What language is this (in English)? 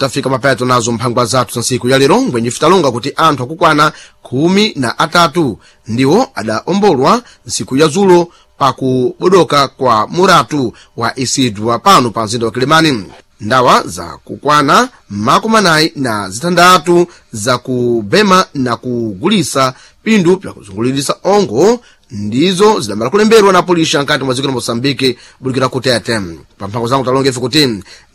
Sena